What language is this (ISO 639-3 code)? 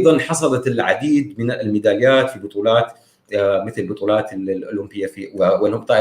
apc